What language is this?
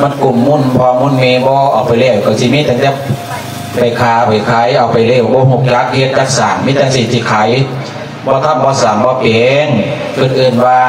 Lao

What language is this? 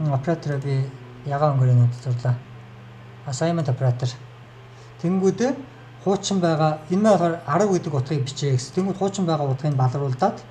Mongolian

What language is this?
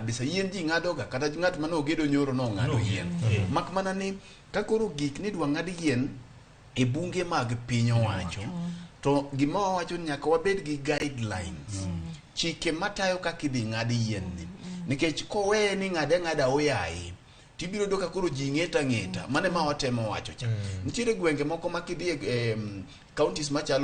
Luo (Kenya and Tanzania)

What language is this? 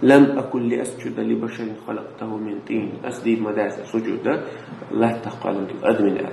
Chechen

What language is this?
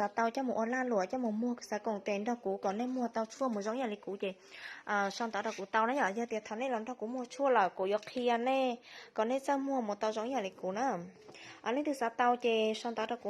Hmong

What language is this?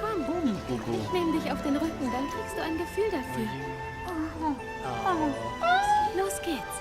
Swiss German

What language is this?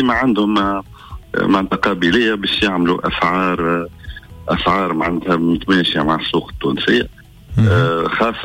Tunisian Arabic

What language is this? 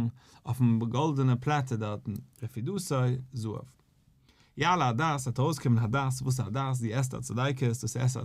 Yiddish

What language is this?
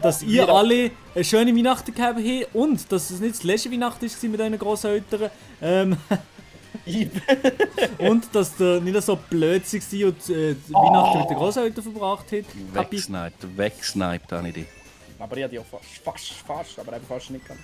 Swiss German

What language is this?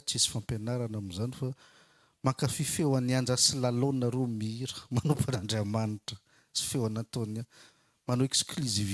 Malagasy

